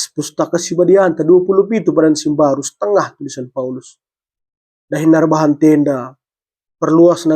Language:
Batak Karo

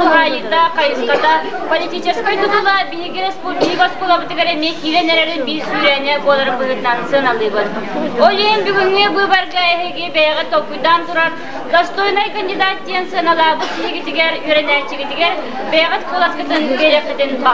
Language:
Yakut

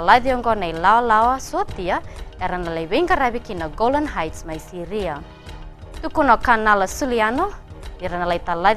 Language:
Fijian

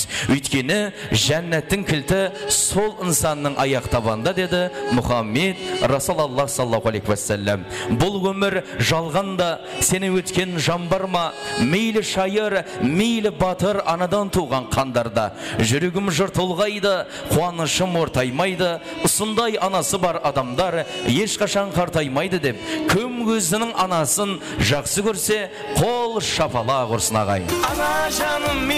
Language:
Kara-Kalpak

